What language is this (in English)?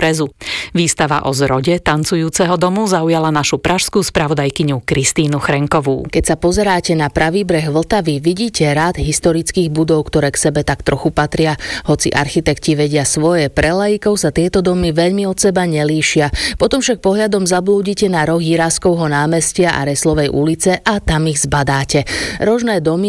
Slovak